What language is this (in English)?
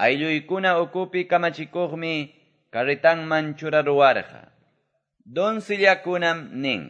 Quechua